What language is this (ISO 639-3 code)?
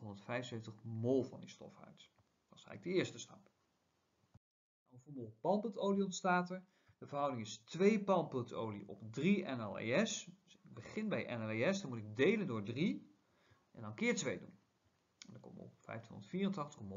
nld